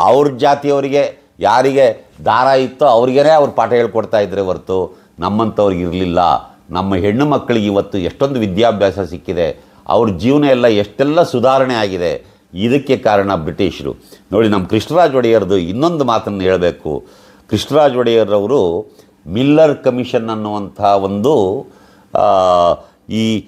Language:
Kannada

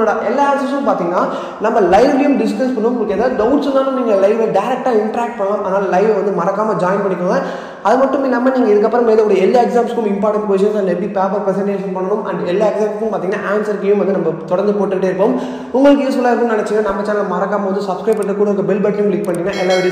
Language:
Tamil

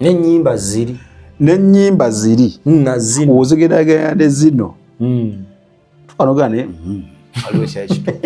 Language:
Ganda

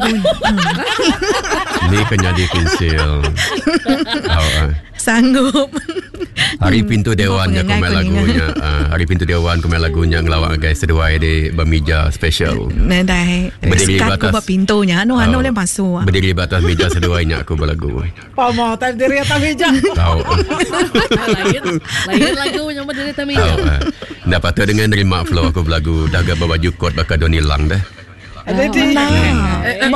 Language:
Iban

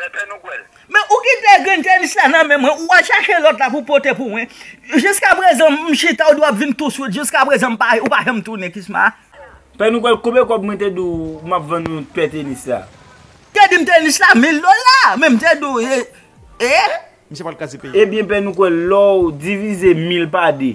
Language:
Haitian Creole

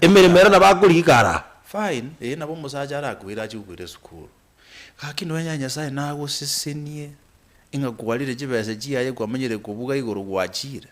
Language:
Gusii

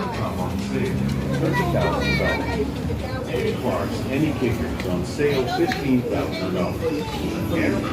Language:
Jamaican Creole English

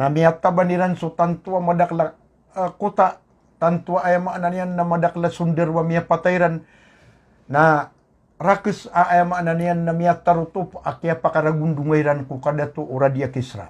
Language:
Maranao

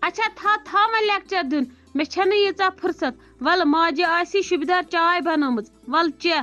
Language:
Kashmiri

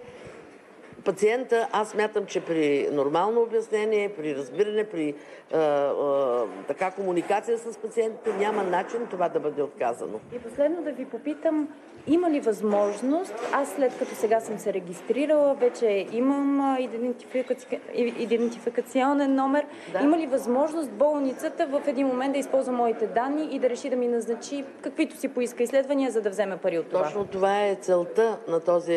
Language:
Bulgarian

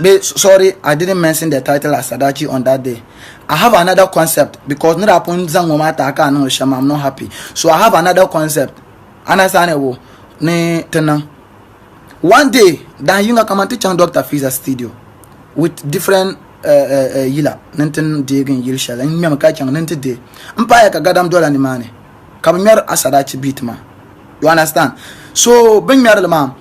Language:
Dagbani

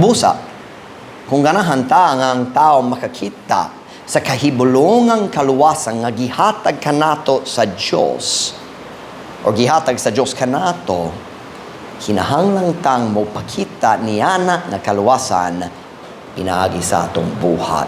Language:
Cebuano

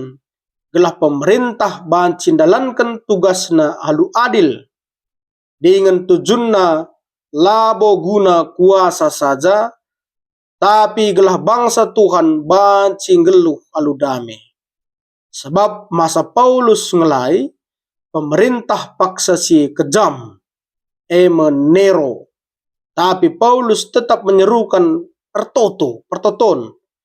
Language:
Batak Karo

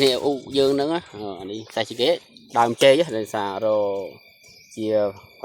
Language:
Khmer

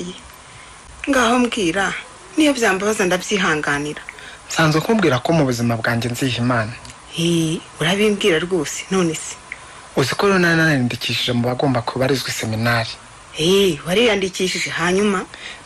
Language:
Kinyarwanda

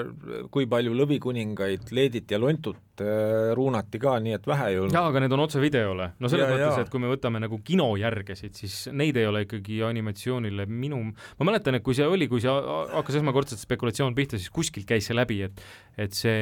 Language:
Estonian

